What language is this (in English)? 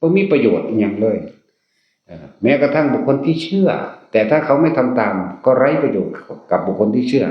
Northeastern Thai